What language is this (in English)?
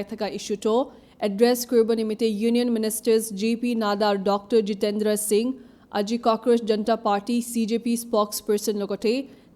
Naga Pidgin